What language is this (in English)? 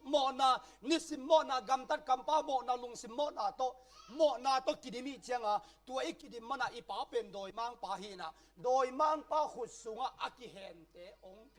Tedim Chin